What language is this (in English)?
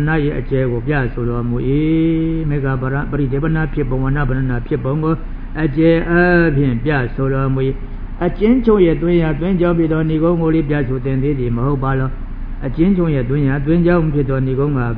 Burmese